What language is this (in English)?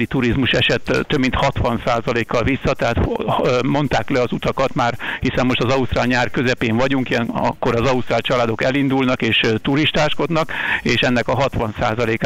Hungarian